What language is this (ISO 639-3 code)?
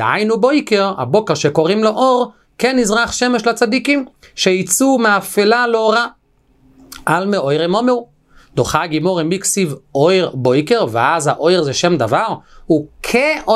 heb